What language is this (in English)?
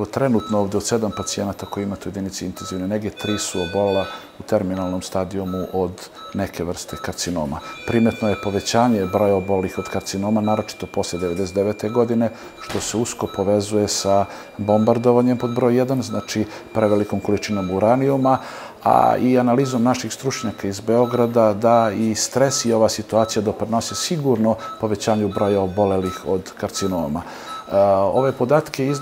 Serbian